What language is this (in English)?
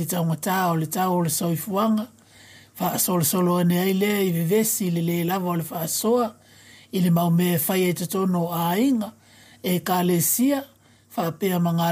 Samoan